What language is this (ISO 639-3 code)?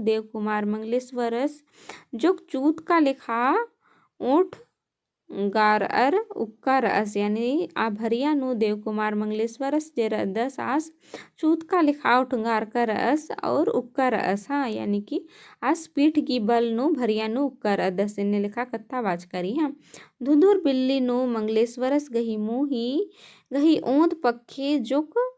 kru